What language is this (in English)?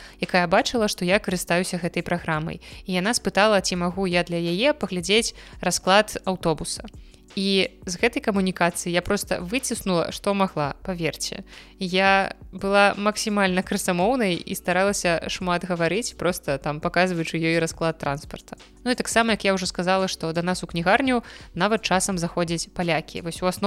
Belarusian